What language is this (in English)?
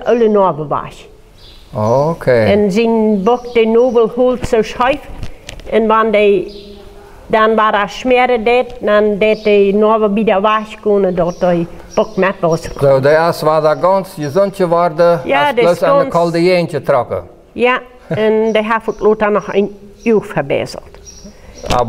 Plautdietsch